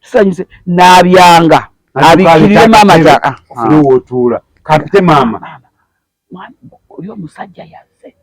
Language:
Ganda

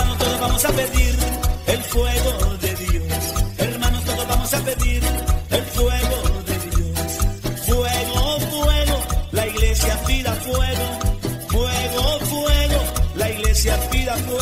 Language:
Spanish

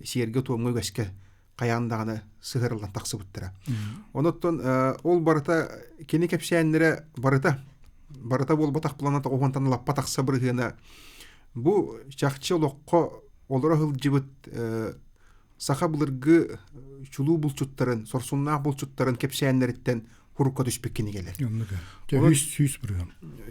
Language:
Yakut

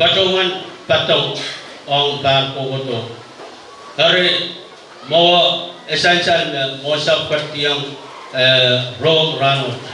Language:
Pohnpeian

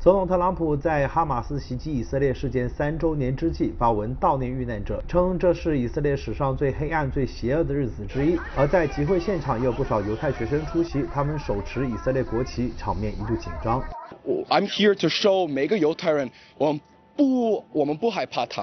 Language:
Chinese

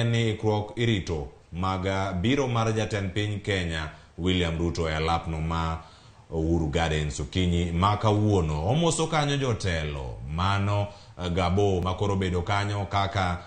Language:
Luo (Kenya and Tanzania)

